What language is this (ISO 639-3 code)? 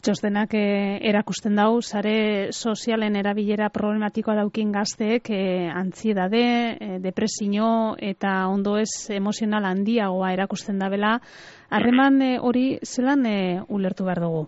eus